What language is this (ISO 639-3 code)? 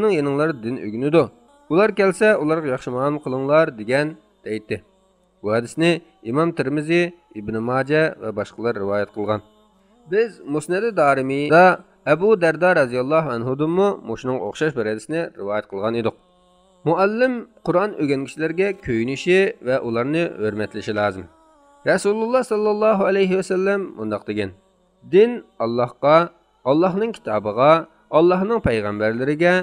uig